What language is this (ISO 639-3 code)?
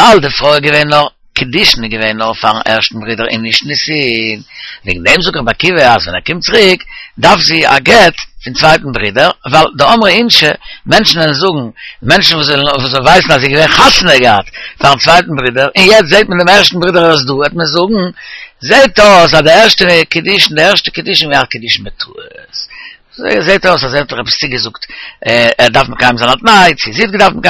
yid